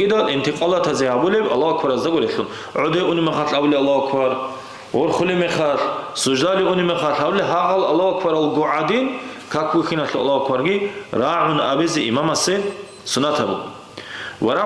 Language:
Avaric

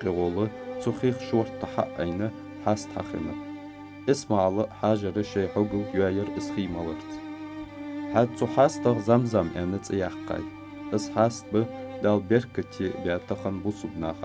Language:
Ingush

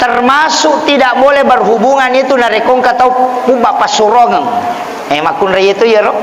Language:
Buginese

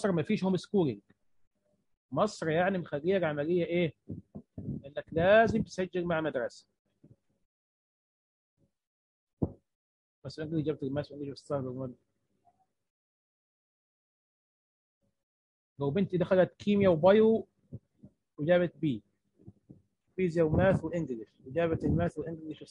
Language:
Egyptian Arabic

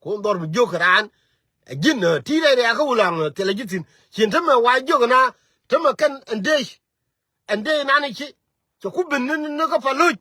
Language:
Nuer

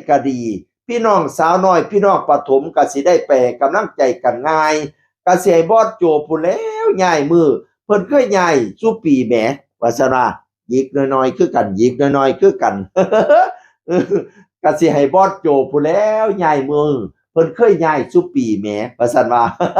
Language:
Northeastern Thai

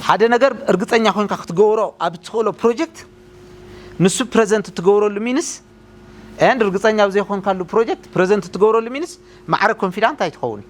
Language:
Tigrinya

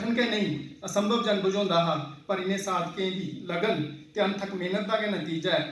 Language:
Dogri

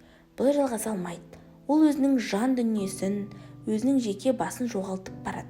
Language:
Kazakh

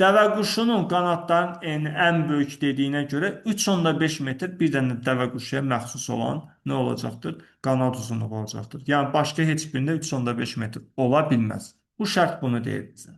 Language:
Azerbaijani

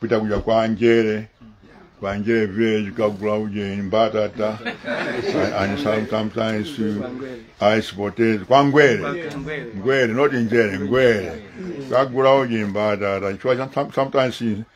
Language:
Nyanja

